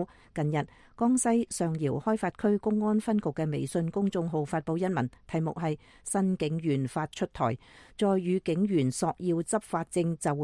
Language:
Cantonese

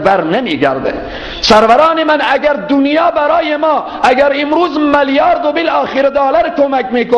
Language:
Persian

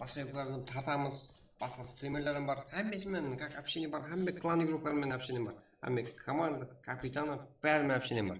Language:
Kara-Kalpak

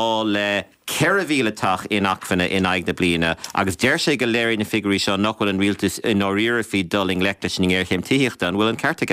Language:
Irish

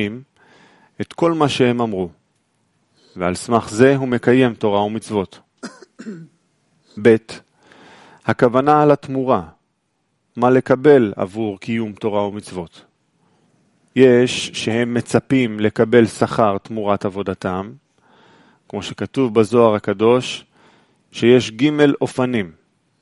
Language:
Hebrew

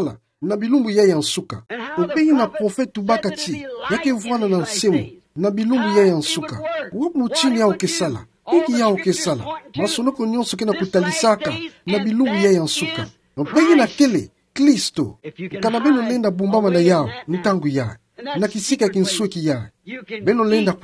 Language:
Kituba (Democratic Republic of Congo)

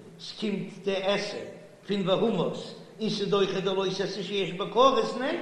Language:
Yiddish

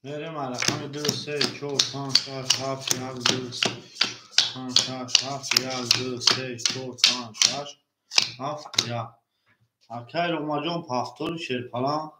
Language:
Tajik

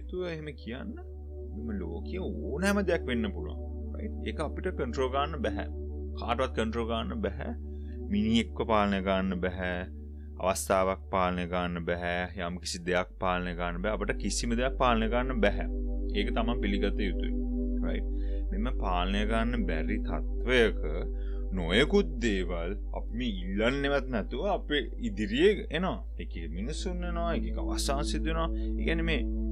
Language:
Sinhala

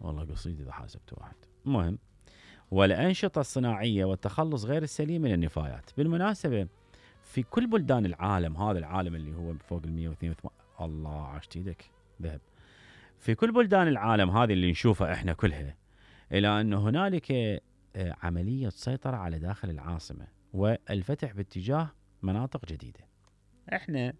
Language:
Mesopotamian Arabic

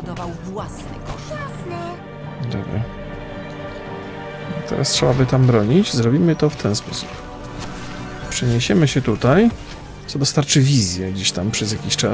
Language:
Polish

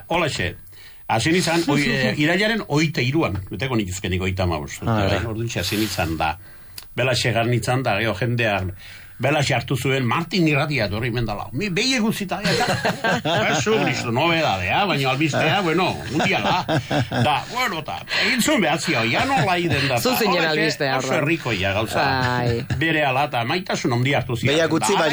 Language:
Basque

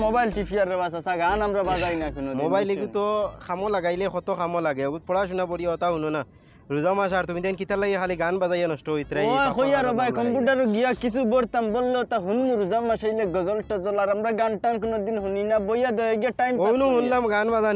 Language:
Sylheti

